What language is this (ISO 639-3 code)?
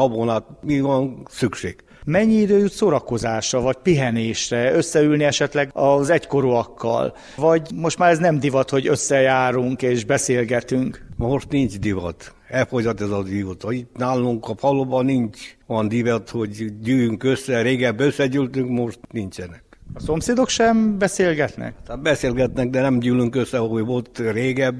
hun